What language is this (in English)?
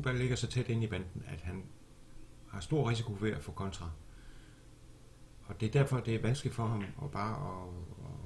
Danish